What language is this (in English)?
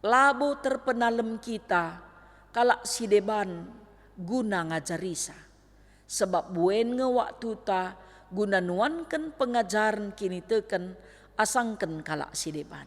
Batak Karo